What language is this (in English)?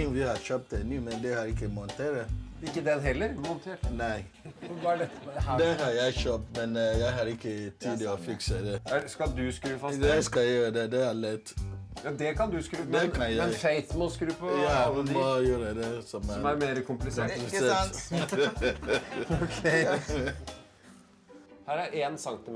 Norwegian